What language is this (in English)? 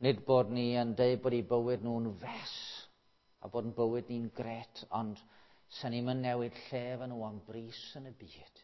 Welsh